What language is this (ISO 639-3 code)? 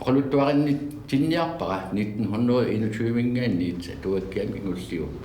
kal